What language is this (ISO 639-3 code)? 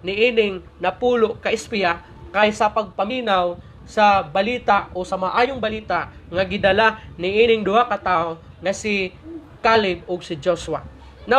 ceb